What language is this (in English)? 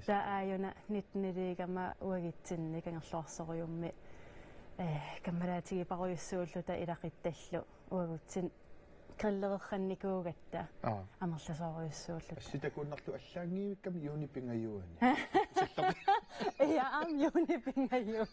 Kalaallisut